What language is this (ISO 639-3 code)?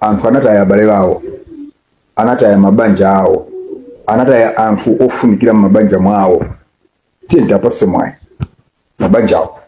nya